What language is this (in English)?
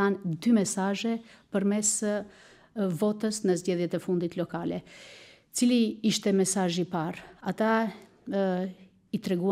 Albanian